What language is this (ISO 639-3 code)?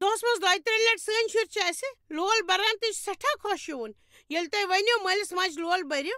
kas